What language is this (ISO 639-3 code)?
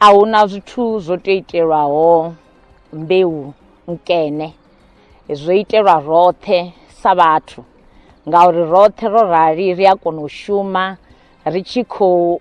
ven